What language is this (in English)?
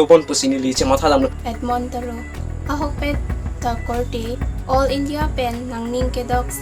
Karbi